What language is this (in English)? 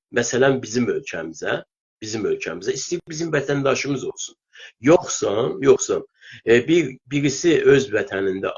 South Azerbaijani